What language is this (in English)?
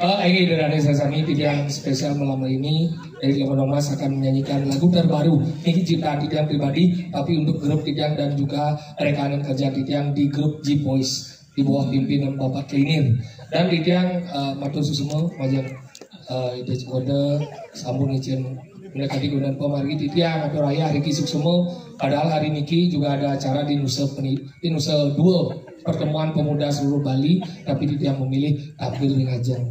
Balinese